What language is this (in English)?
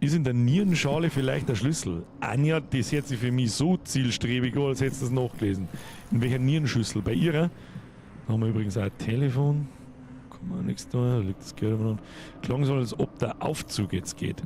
Bavarian